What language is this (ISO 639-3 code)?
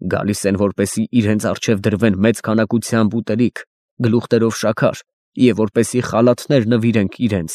hye